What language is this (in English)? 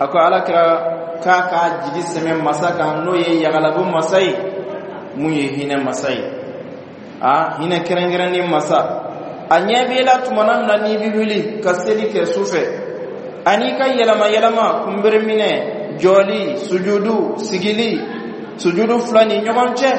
Bambara